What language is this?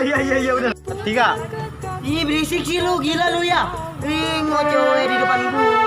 Betawi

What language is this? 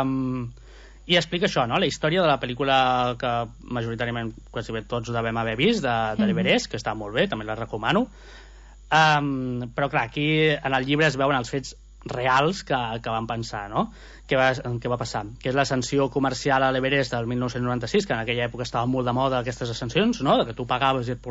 Catalan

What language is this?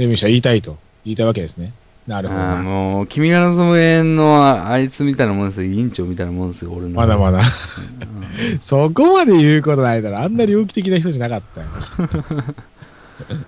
Japanese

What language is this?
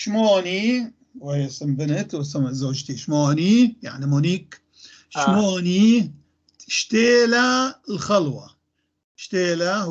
North Levantine Arabic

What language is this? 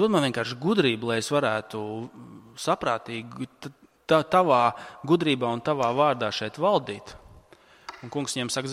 Latvian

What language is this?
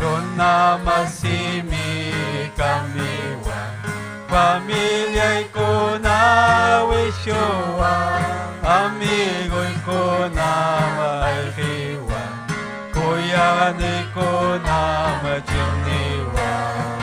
Ayacucho Quechua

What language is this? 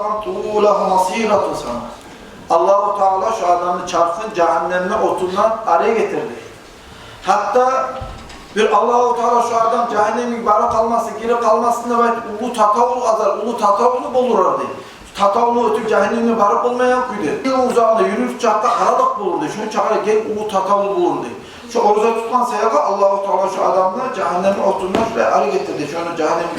Kumyk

